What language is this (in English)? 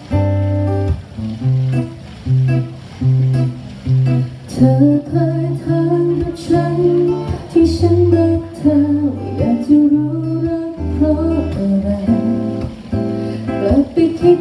Thai